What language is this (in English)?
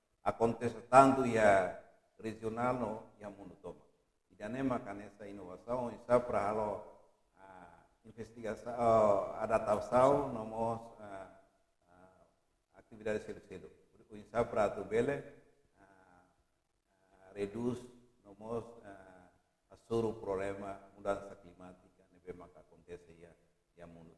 Tetum